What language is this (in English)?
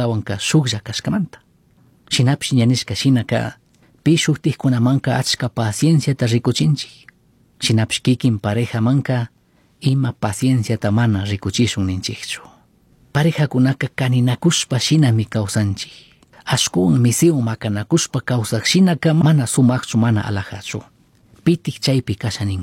Chimborazo Highland Quichua